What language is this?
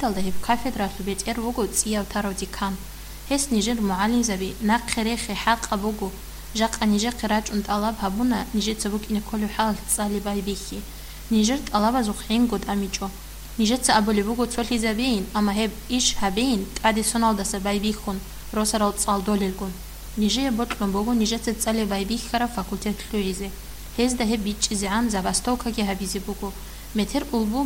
Avaric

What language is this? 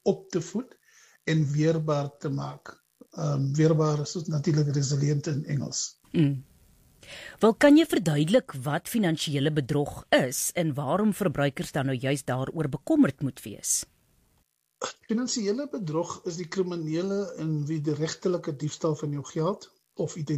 Afrikaans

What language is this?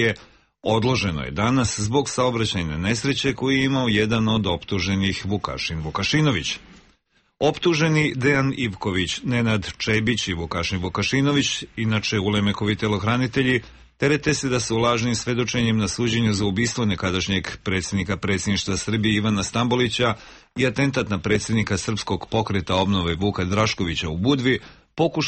Serbian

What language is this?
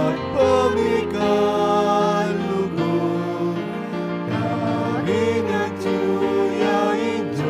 Pampanga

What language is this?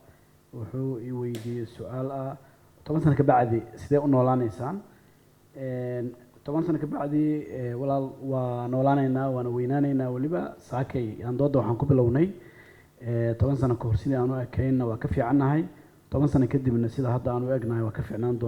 Somali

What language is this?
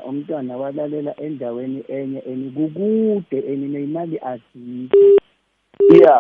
South Ndebele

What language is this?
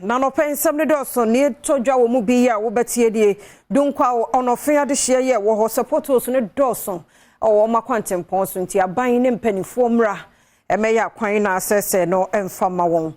Akan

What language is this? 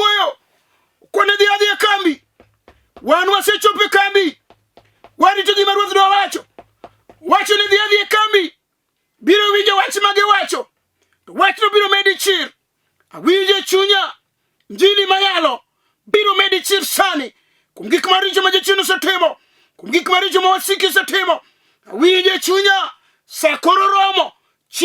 Luo (Kenya and Tanzania)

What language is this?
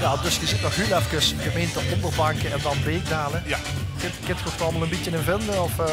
Limburgish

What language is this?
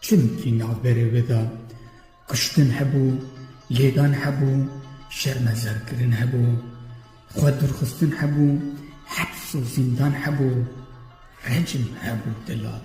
Kurdish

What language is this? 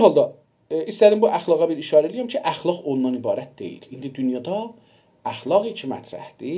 South Azerbaijani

